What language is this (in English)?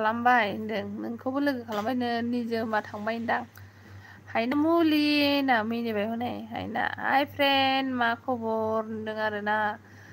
Bodo